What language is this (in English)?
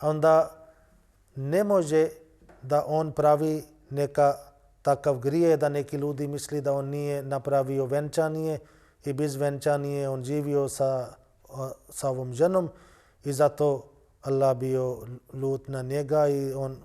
Bosnian